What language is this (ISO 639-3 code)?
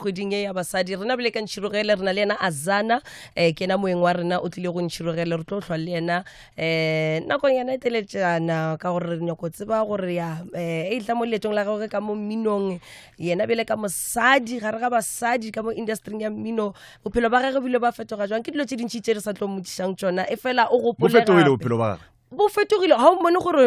nso